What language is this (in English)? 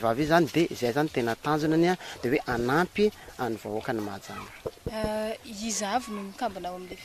Malagasy